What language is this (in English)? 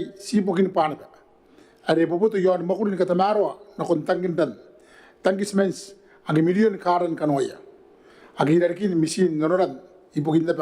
Gilbertese